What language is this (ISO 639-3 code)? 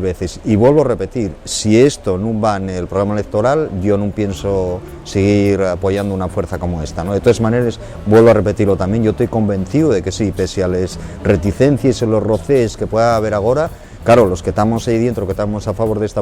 ast